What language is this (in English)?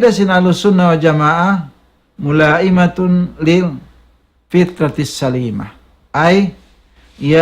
Tausug